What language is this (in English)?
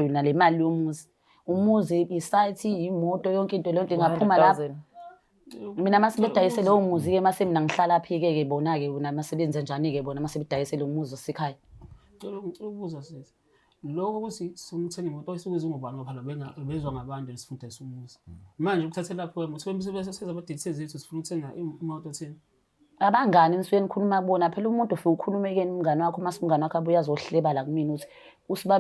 Zulu